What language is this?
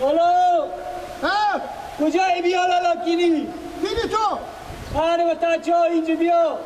Persian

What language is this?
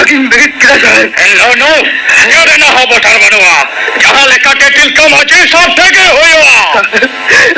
Santali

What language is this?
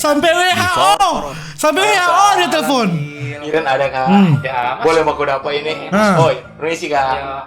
Manado Malay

